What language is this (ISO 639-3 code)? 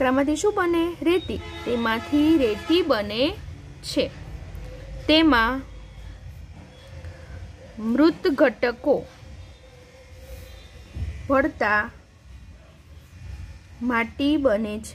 guj